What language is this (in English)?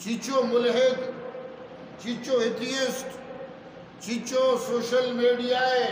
Eastern Balochi